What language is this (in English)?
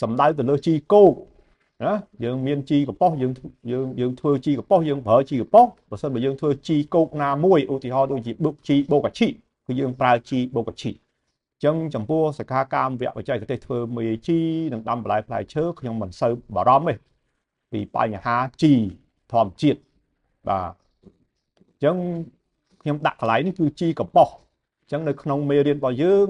Khmer